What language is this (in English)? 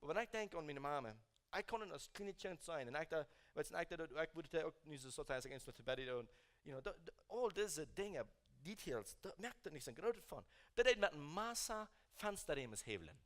Plautdietsch